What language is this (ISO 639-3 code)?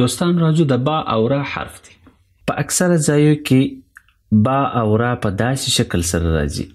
pus